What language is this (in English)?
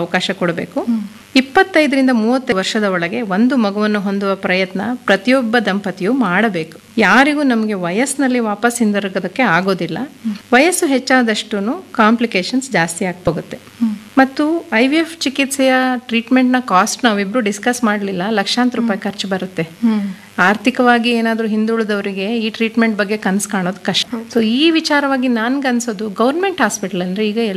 Kannada